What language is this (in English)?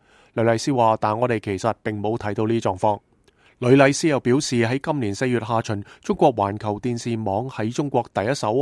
Cantonese